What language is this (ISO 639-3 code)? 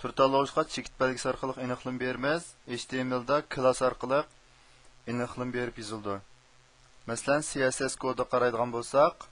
uig